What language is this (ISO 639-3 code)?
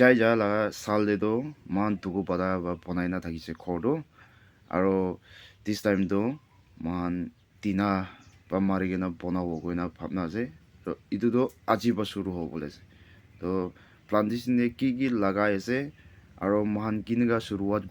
nag